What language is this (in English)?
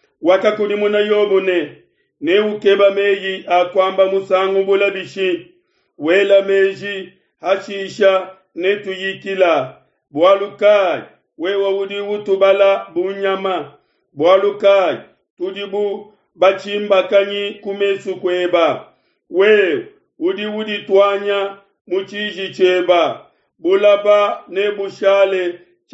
Luba-Lulua